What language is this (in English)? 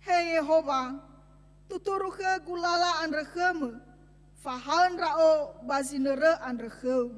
Nias